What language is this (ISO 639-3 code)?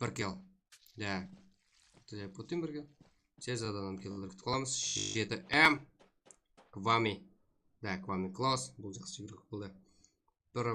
kaa